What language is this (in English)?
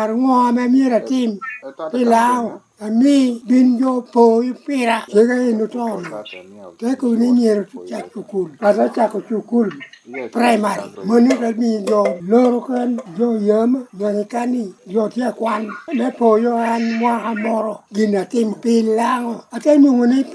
Lango (Uganda)